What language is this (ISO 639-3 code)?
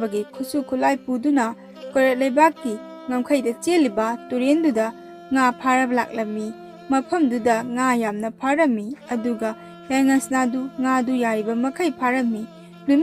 mni